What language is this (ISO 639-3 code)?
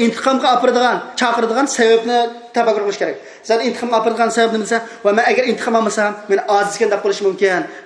uig